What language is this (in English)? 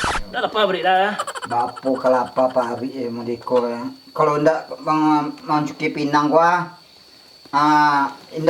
Minangkabau